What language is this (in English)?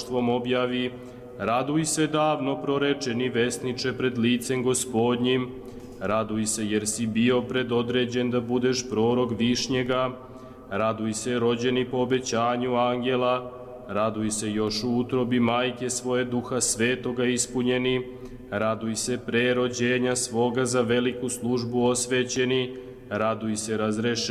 Serbian